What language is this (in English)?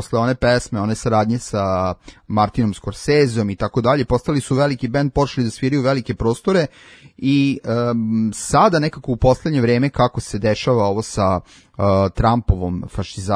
Serbian